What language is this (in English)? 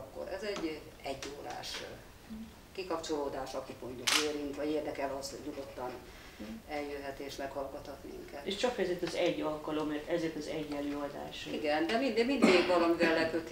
Hungarian